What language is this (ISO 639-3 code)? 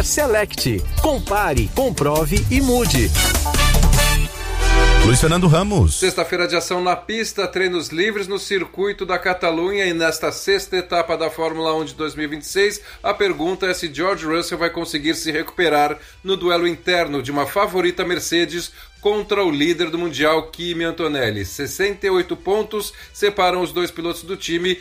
por